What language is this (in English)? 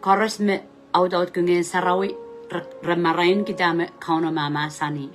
Pohnpeian